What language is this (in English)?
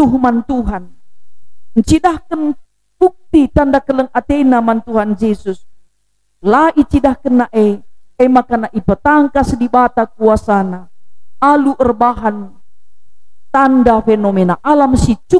Batak Karo